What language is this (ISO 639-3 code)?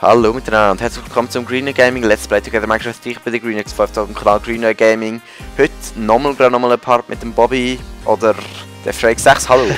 gsw